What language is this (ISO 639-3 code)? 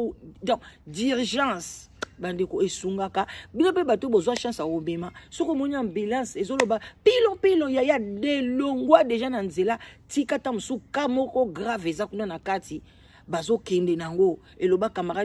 lin